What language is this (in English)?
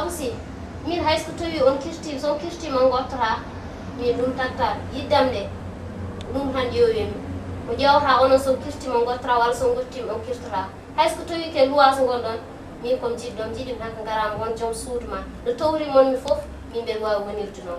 Fula